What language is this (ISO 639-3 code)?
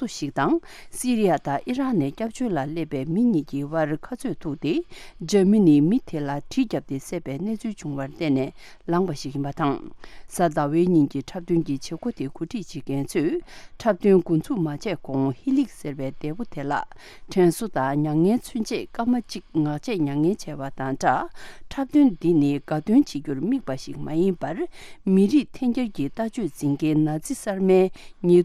bod